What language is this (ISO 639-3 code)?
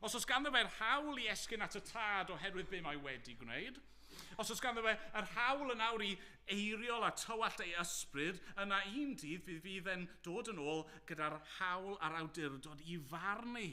cym